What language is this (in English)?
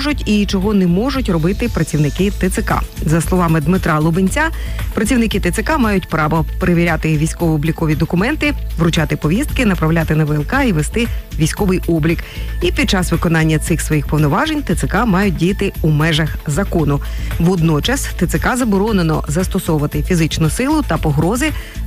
Ukrainian